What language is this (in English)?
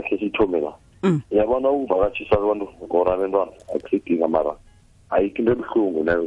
South Ndebele